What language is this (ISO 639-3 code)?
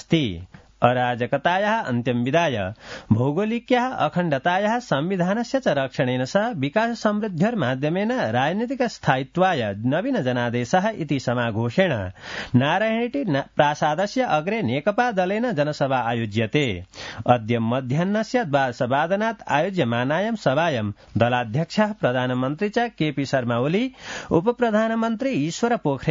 san